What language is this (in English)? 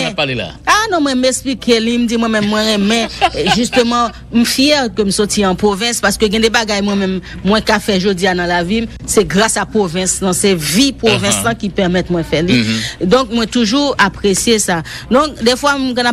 French